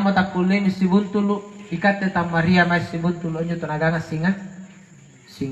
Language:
Makasar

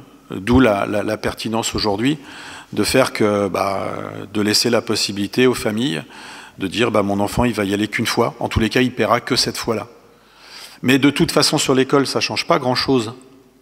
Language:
French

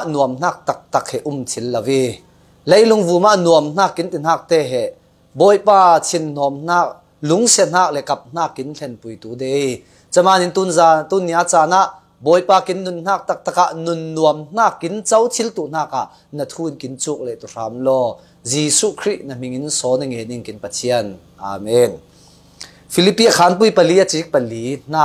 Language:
Falam Chin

